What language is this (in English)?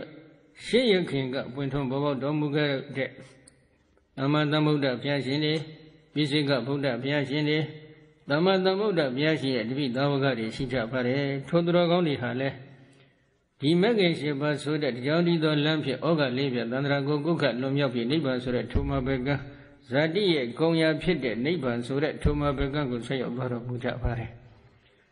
Burmese